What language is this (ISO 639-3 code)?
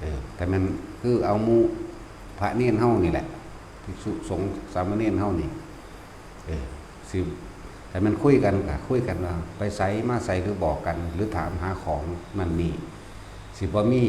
tts